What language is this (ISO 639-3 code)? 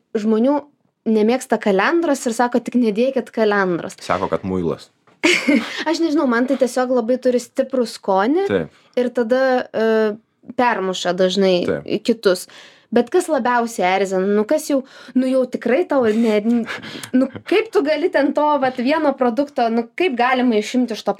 lit